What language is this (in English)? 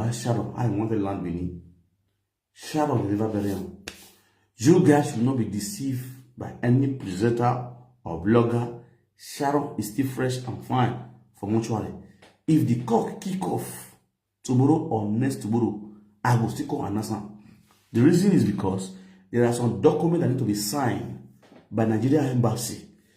Nigerian Pidgin